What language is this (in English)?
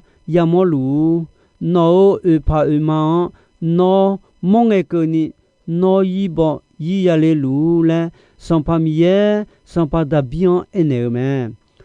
Akha